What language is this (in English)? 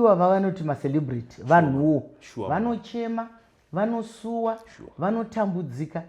Shona